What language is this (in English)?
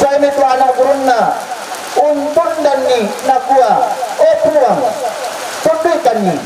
Toraja-Sa'dan